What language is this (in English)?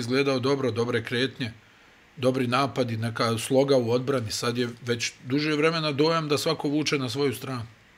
Bosnian